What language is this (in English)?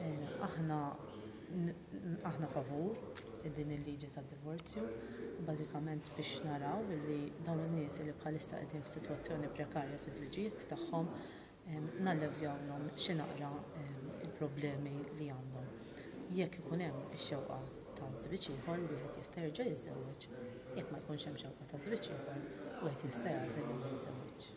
Maltese